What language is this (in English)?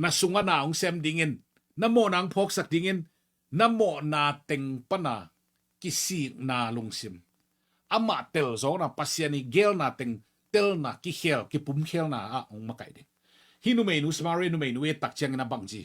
Tedim Chin